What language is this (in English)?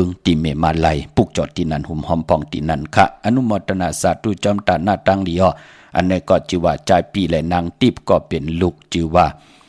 Shan